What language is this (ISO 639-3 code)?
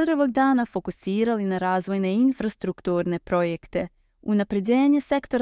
bos